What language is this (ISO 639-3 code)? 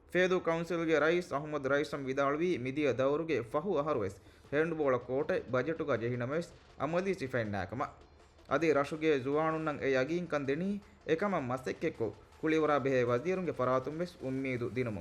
div